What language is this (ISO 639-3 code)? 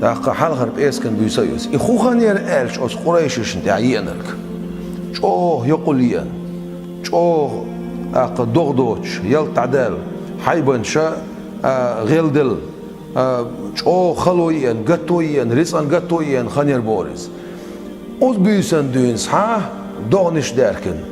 che